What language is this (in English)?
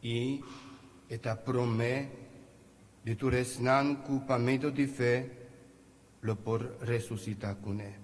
Papiamento